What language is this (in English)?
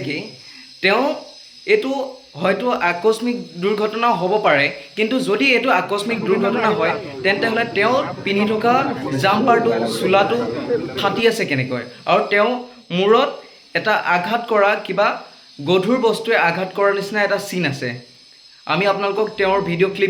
Assamese